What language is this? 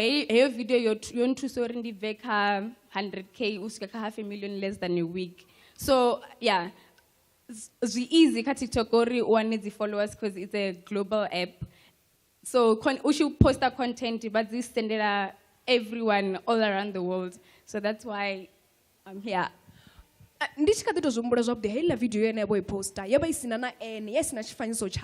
Venda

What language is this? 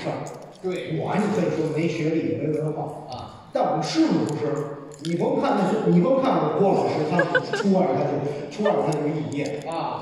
Chinese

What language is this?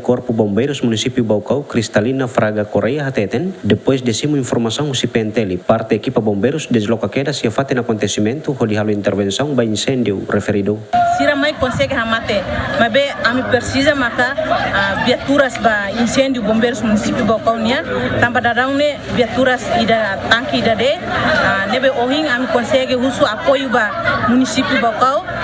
Tetum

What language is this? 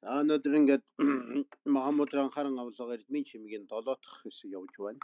Mongolian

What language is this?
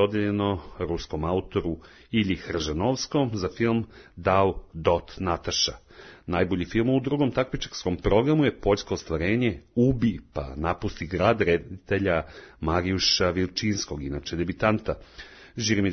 Serbian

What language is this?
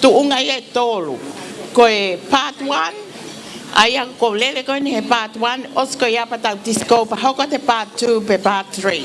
Tongan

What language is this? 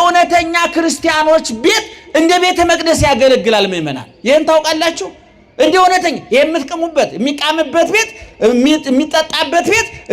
Amharic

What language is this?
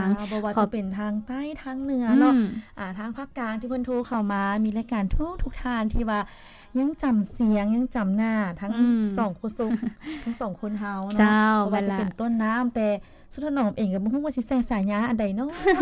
Lao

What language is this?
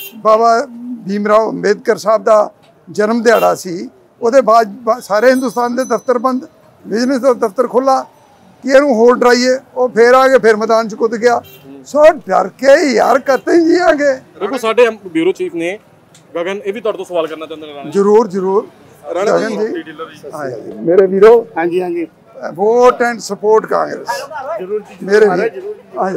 Punjabi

